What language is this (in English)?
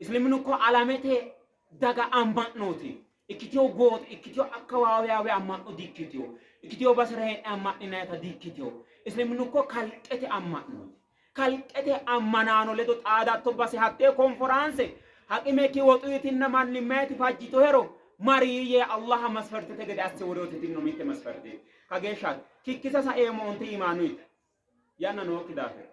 Sidamo